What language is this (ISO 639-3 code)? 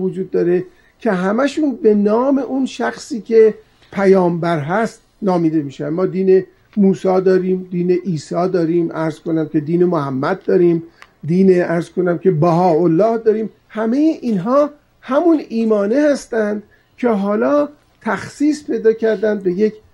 fas